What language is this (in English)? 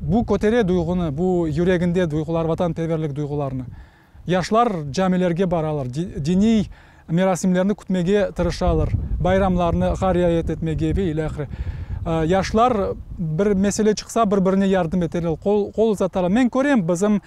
Crimean Tatar